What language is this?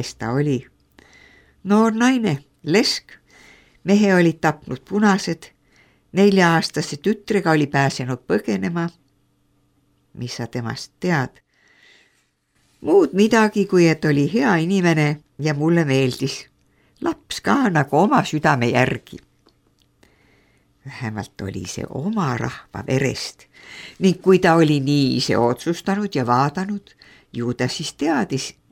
Estonian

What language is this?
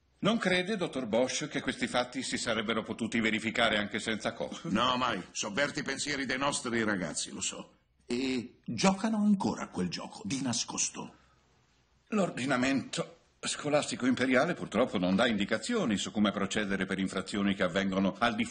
Italian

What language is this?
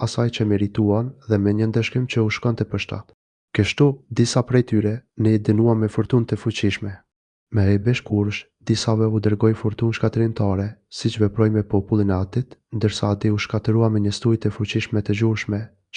Albanian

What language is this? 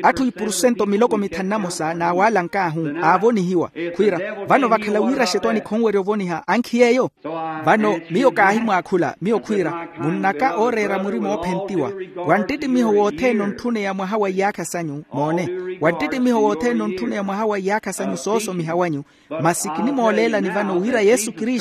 Makhuwa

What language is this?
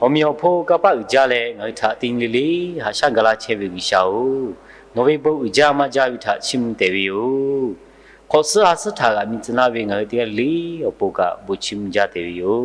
Lahu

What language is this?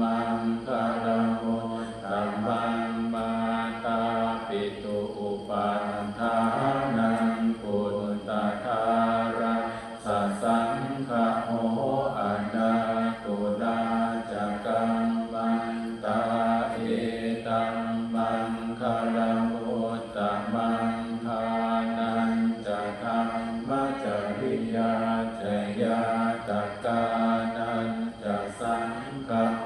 Pali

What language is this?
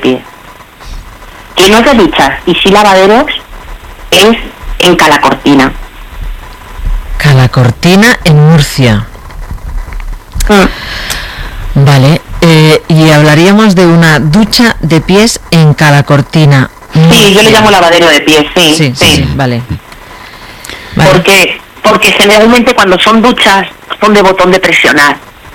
Spanish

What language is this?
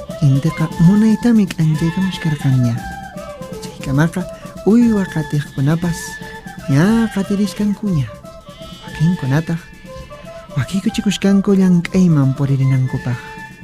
Quechua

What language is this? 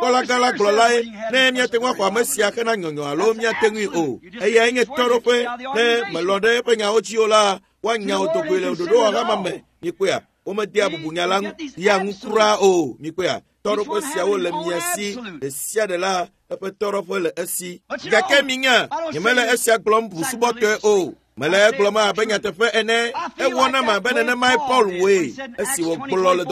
Ewe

